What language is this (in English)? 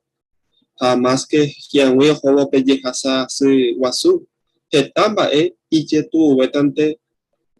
Guarani